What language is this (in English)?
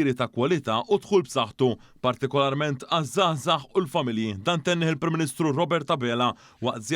Maltese